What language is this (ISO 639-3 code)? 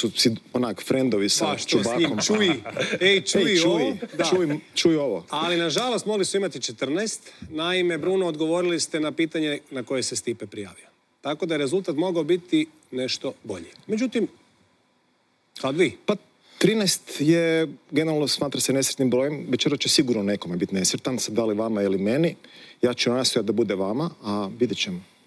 hrv